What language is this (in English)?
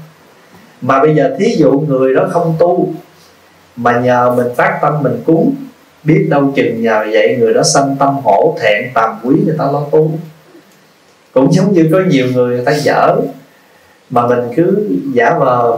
Vietnamese